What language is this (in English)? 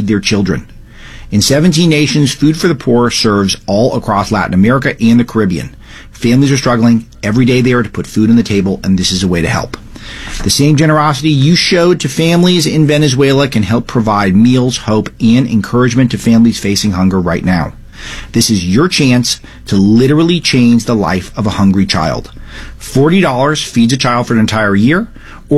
English